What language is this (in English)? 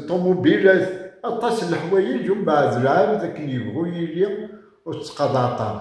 Kabyle